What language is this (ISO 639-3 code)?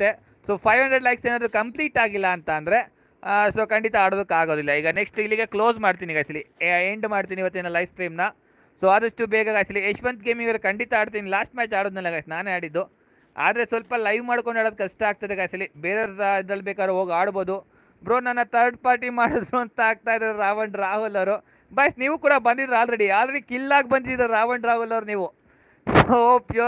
kan